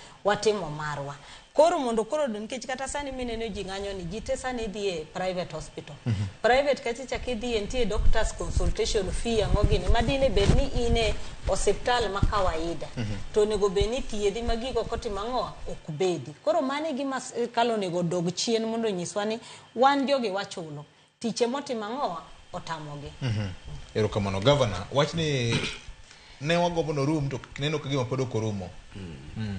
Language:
Luo (Kenya and Tanzania)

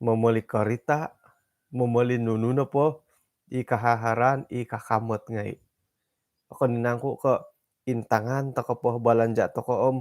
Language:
Central Dusun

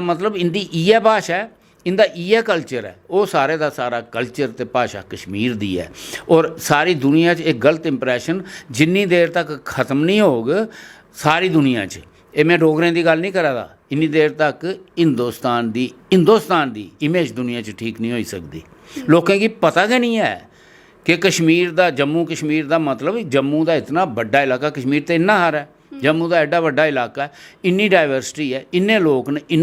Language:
Dogri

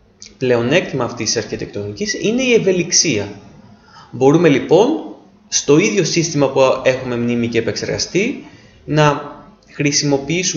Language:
Greek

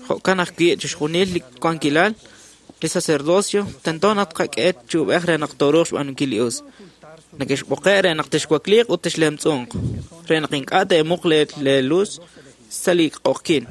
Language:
Kekchí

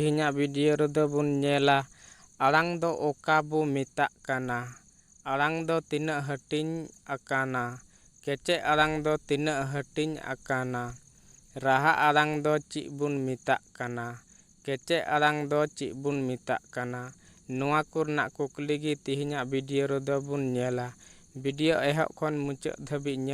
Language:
Santali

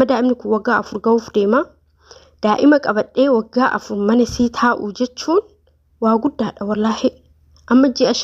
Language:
Oromo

